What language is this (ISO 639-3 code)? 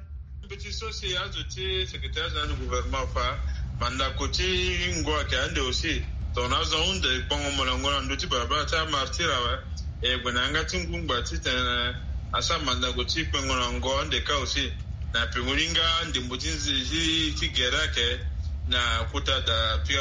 sag